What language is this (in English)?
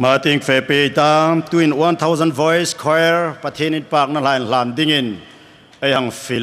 Hmar